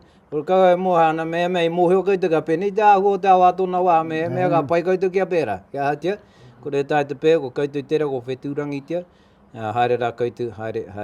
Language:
Māori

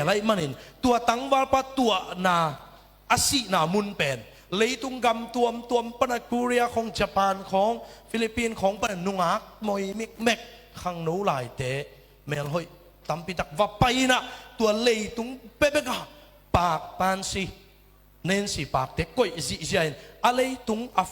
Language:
Tedim Chin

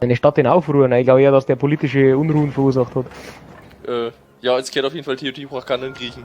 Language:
Bavarian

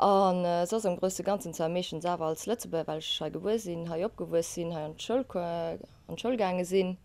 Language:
Luxembourgish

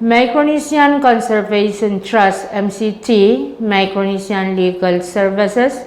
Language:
Pohnpeian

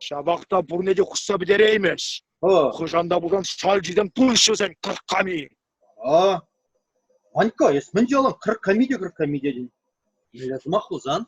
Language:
Chuvash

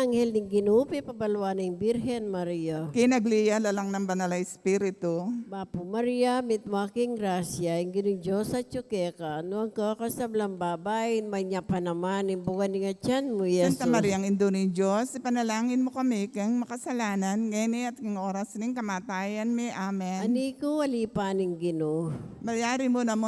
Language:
Pampanga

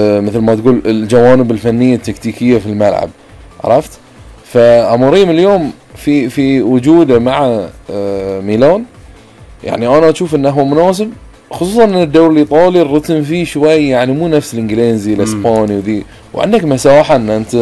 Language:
Gulf Arabic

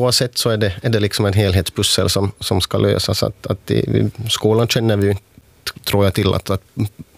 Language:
Swedish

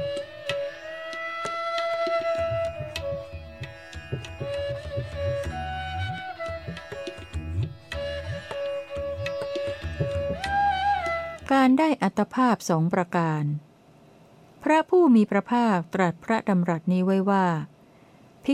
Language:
Thai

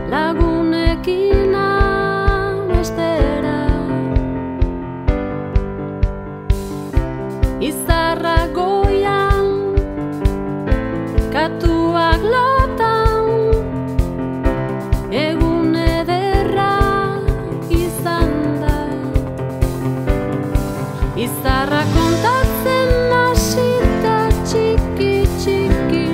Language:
Basque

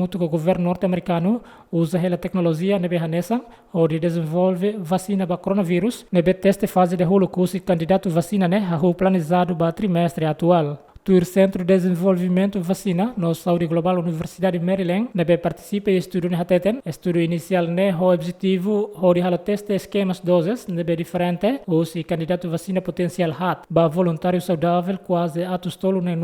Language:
Tetum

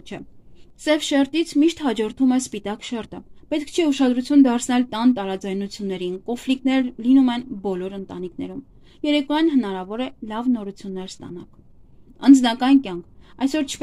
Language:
Armenian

